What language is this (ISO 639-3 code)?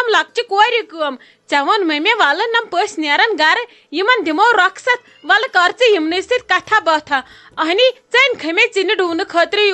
kas